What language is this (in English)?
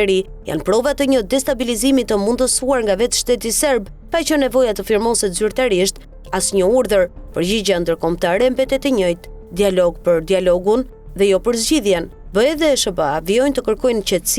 Albanian